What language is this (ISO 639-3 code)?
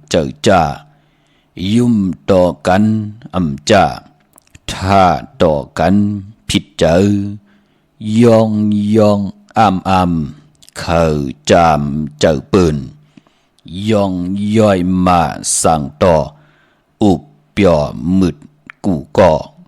shn